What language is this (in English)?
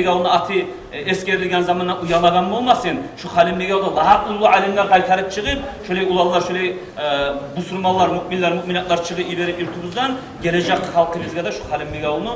Kumyk